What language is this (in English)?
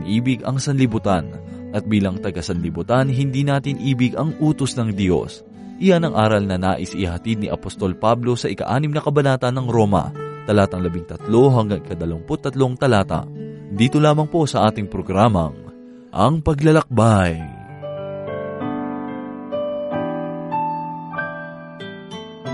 Filipino